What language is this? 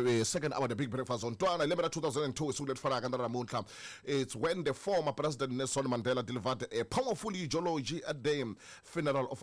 Tsonga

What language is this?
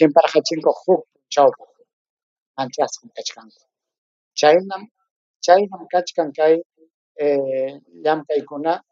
Ayacucho Quechua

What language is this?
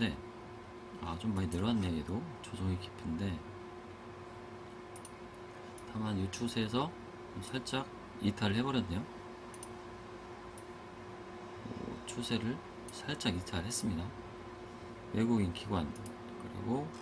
Korean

